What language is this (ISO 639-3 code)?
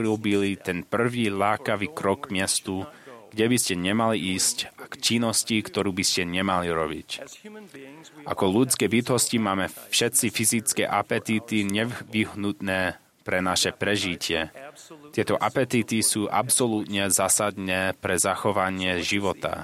slk